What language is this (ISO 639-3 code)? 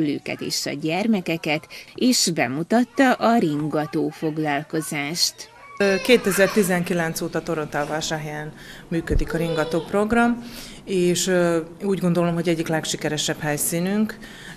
hun